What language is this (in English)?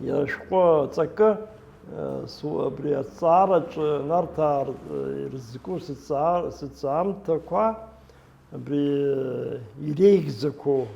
Abkhazian